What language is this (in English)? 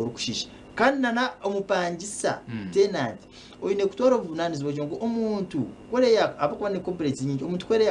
Nyankole